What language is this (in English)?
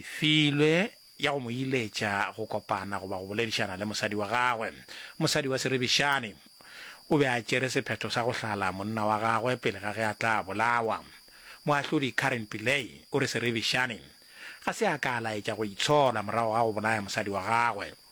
Northern Sotho